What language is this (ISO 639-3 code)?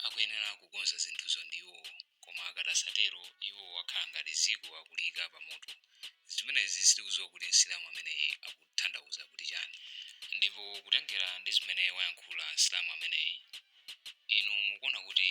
nya